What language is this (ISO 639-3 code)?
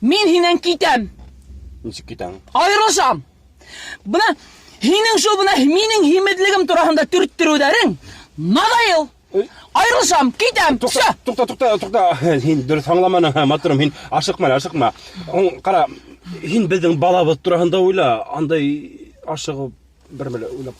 bak